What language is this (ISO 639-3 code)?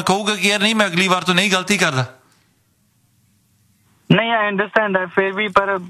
pan